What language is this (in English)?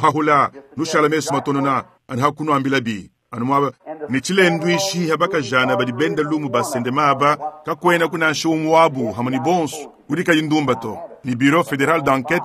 Luba-Lulua